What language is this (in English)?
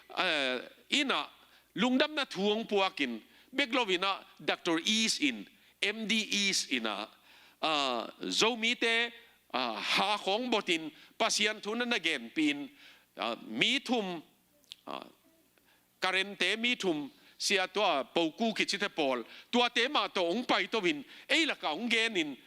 Tedim Chin